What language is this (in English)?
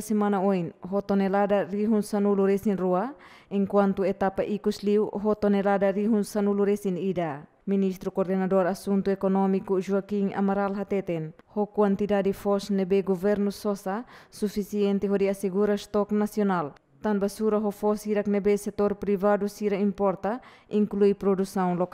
Tetum